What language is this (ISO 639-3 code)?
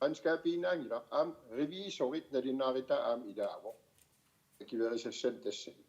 kal